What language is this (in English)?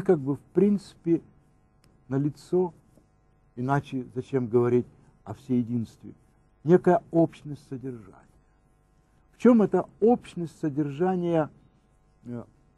Russian